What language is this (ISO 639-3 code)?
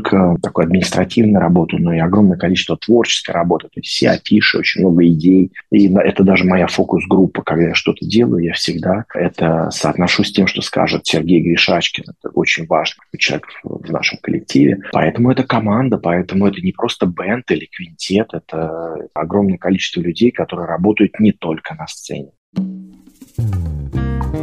rus